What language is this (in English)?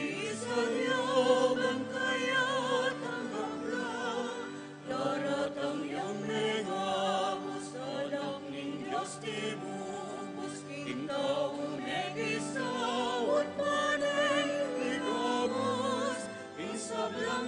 Pampanga